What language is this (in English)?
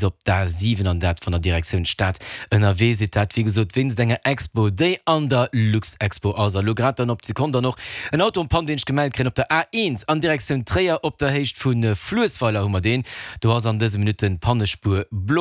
Luxembourgish